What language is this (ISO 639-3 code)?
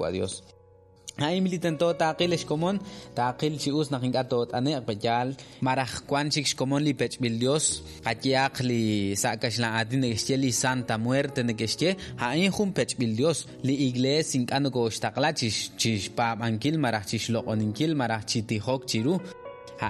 kek